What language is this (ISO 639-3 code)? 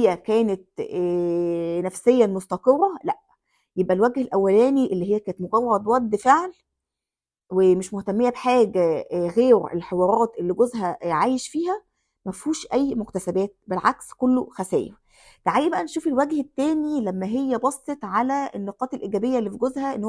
arz